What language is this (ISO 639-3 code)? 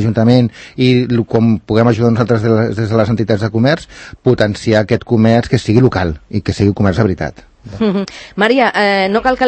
cat